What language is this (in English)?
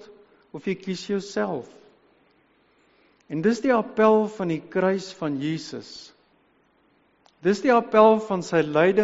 Afrikaans